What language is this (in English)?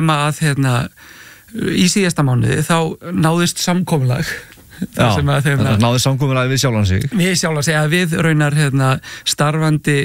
Icelandic